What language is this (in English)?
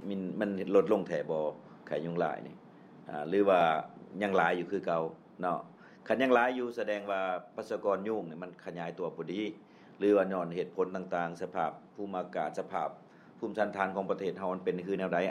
Lao